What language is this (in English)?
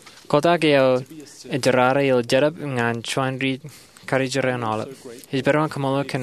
Marshallese